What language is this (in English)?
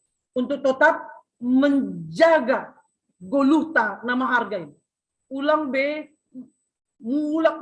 Batak Simalungun